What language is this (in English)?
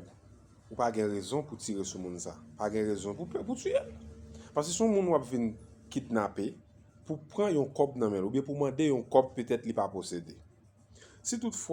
Haitian Creole